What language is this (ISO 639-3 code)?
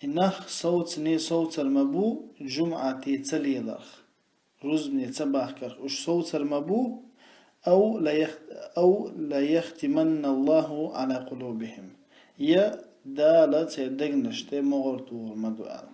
che